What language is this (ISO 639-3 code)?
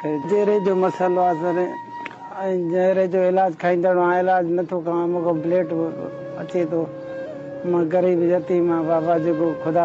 snd